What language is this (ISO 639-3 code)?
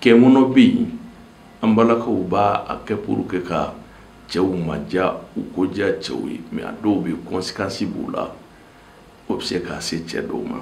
bam